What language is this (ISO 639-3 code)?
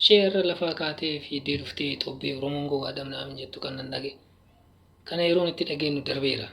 orm